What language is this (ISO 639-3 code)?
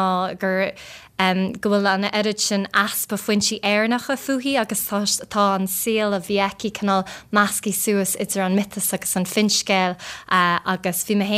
gle